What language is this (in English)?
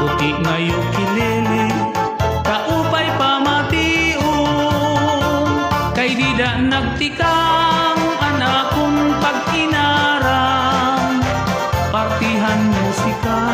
Waray